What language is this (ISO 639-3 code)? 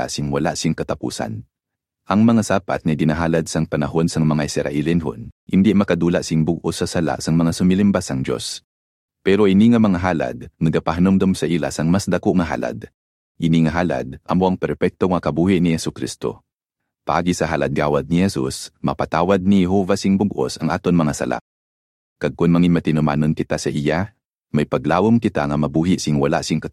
hil